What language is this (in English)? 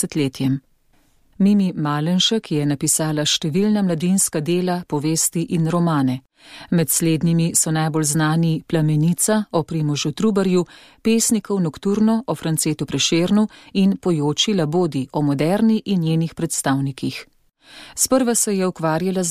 Slovenian